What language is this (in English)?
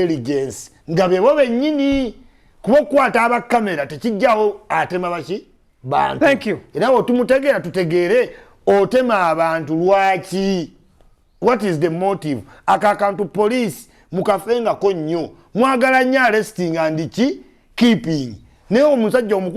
Ganda